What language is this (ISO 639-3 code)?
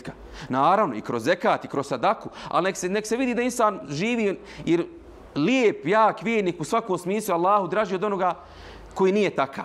bos